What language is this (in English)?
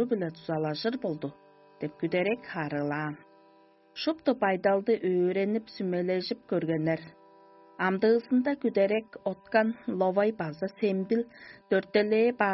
Tuvinian